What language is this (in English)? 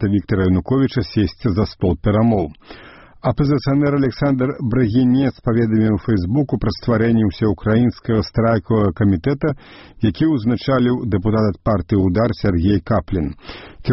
Belarusian